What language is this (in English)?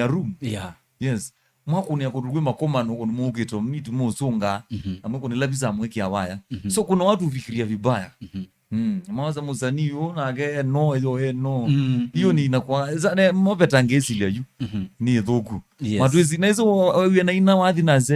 Kamba